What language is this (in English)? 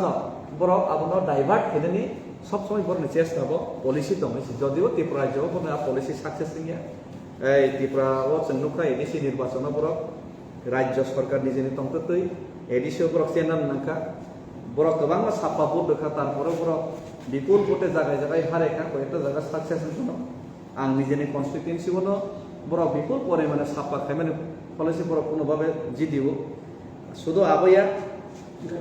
Kok Borok